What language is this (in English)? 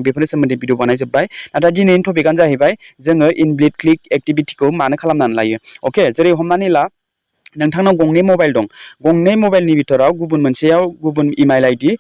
Bodo